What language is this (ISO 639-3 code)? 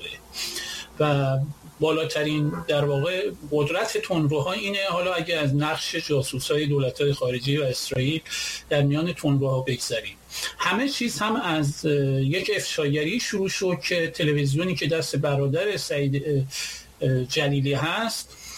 fas